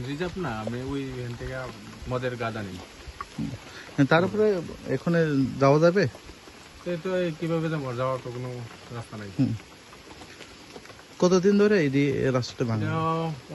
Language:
Bangla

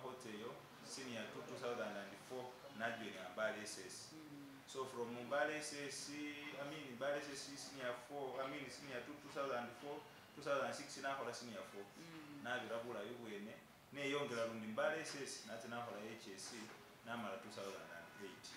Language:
Masaaba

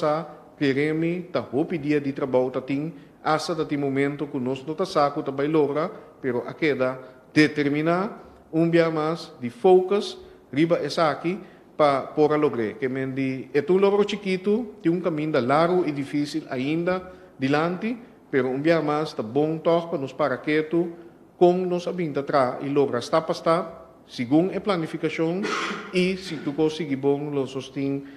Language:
Papiamento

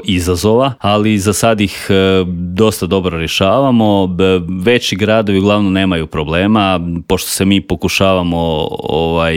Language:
Croatian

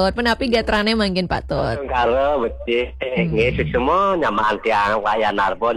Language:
Balinese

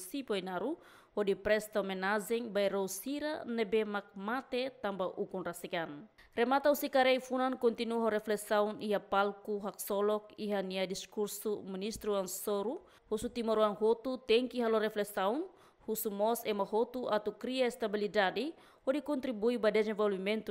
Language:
Tetum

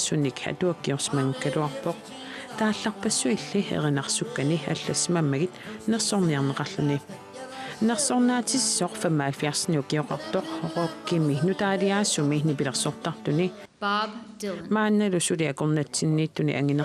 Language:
Kalaallisut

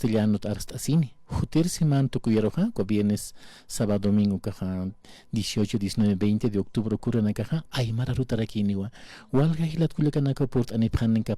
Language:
Aymara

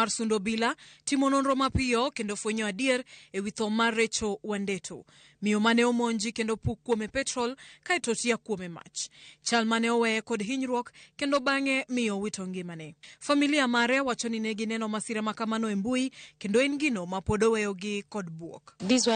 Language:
Luo (Kenya and Tanzania)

